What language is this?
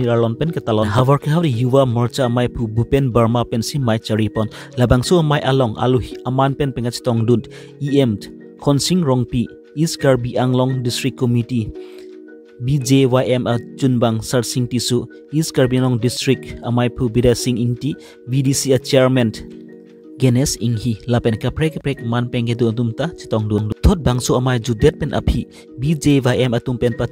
Karbi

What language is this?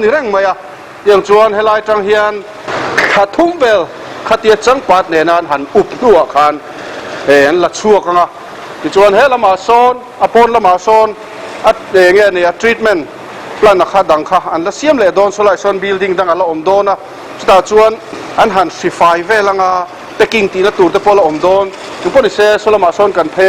Mizo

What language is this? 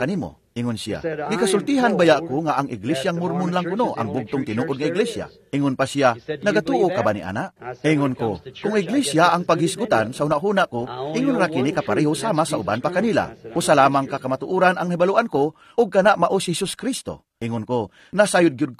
Cebuano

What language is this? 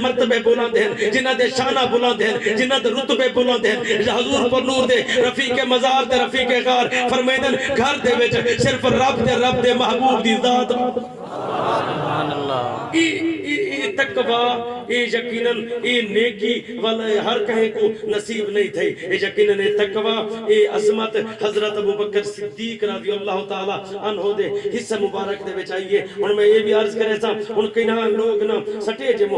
Saraiki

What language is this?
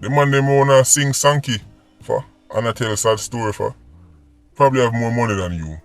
Jamaican Creole English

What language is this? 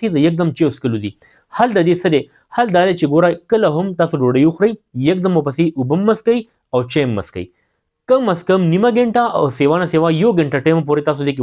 Pashto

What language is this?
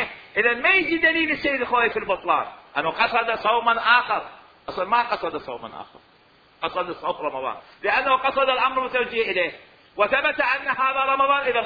Mesopotamian Arabic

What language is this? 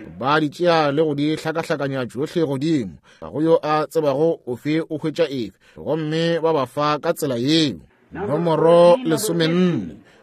Northern Sotho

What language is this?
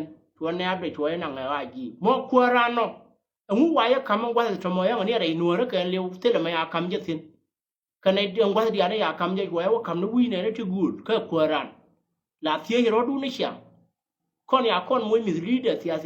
Nuer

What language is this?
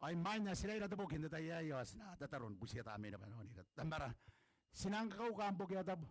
Gilbertese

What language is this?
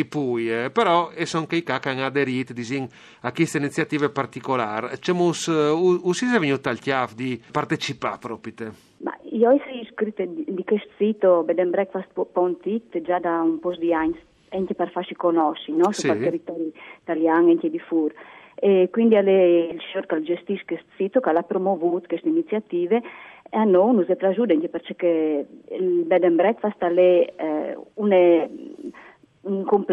Friulian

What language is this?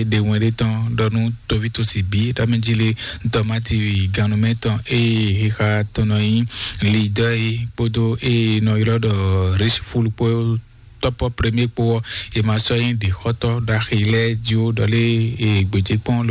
Fon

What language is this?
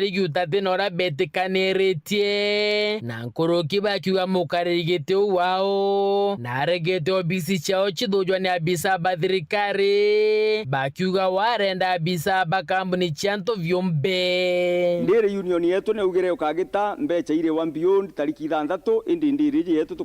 Meru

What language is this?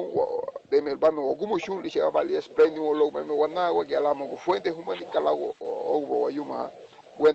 Garifuna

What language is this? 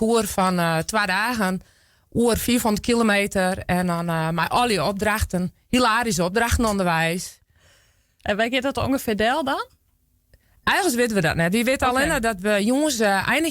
Western Frisian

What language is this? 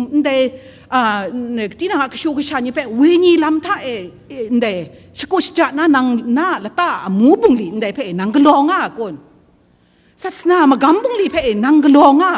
Kachin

